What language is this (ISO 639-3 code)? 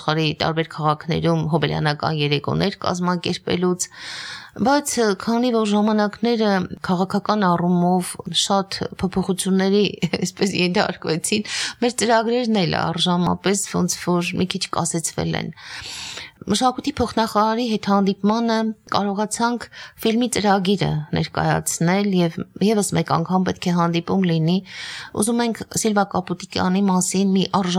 hye